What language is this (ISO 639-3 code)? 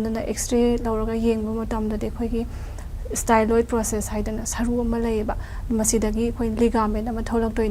mni